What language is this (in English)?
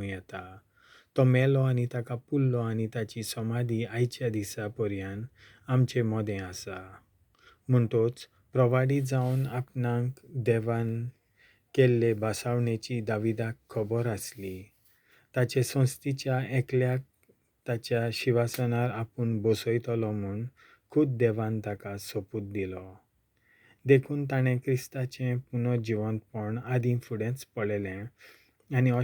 Konkani